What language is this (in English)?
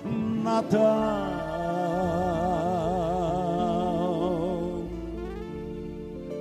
Portuguese